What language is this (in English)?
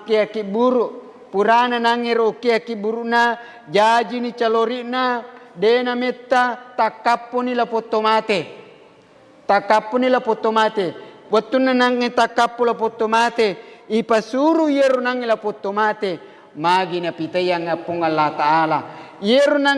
Buginese